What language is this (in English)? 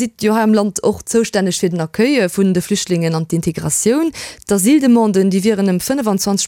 Luxembourgish